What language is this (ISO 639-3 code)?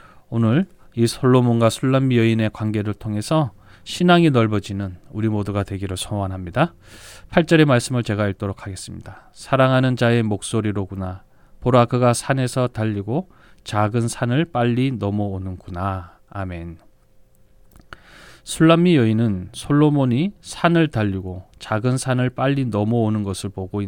kor